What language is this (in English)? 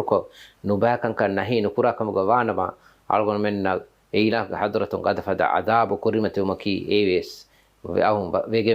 Divehi